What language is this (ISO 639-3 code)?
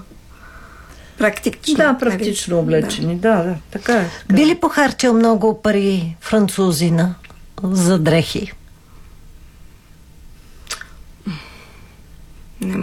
bul